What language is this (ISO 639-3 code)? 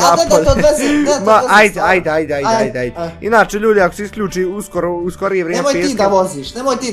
bos